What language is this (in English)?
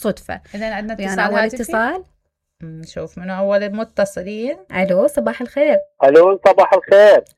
Mesopotamian Arabic